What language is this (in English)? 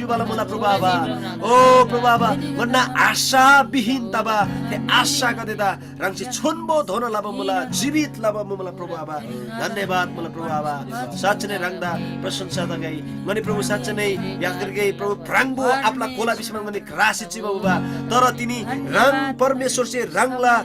Eastern Tamang